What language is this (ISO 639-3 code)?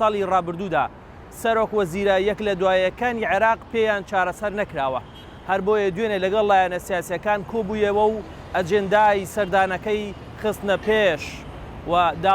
ckb